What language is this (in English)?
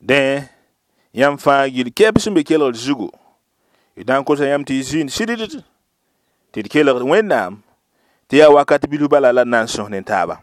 Mossi